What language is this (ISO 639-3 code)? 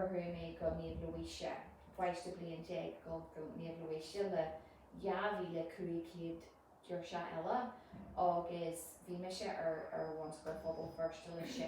gle